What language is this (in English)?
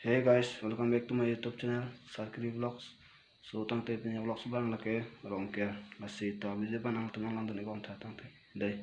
Karbi